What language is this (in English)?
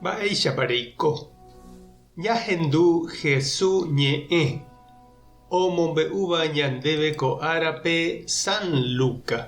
Guarani